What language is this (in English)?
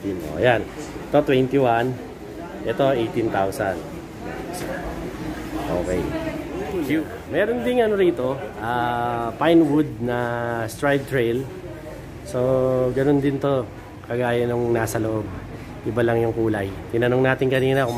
Filipino